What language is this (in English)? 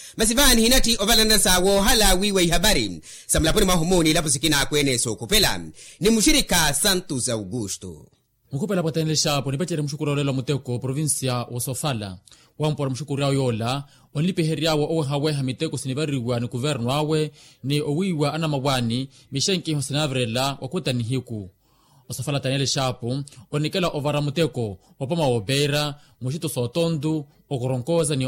Makhuwa